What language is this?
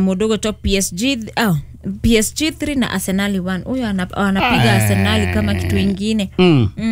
Kikuyu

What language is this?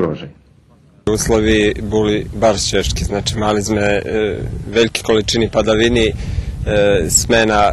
Rusyn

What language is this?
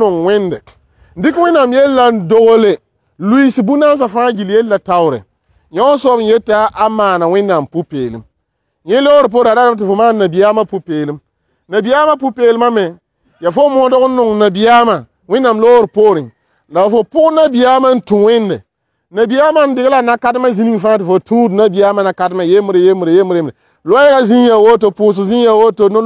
Mossi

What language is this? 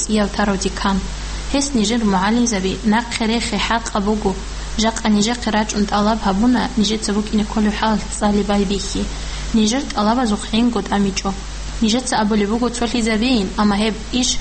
Avaric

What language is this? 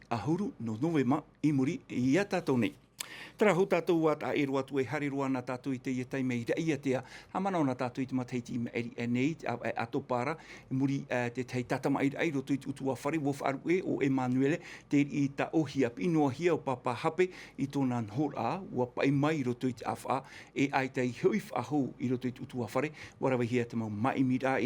Tahitian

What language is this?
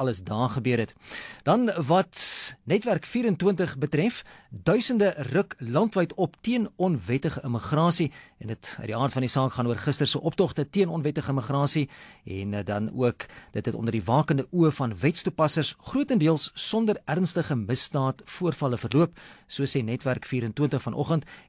Afrikaans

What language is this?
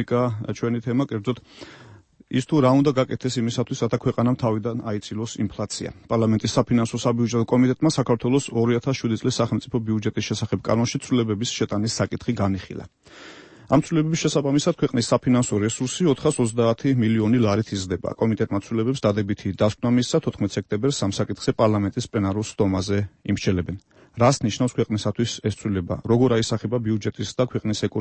Georgian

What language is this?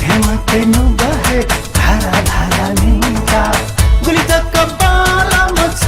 Newari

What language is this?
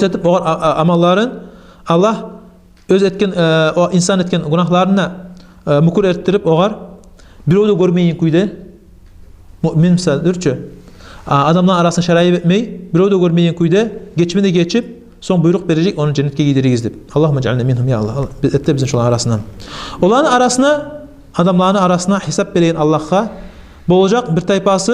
Kumyk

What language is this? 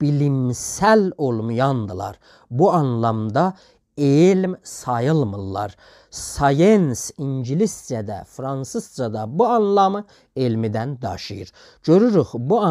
South Azerbaijani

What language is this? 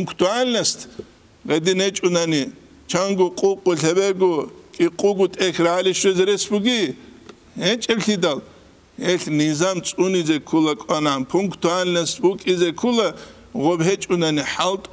Avaric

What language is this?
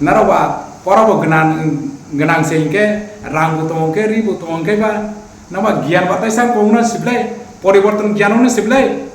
Riang (India)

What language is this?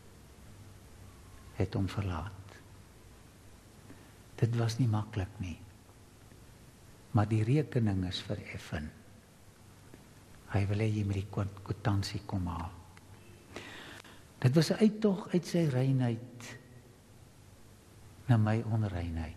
Afrikaans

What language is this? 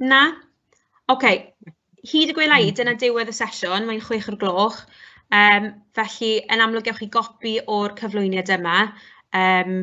Welsh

